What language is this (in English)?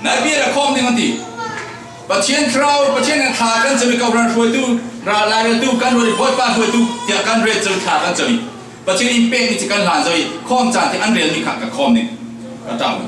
Falam Chin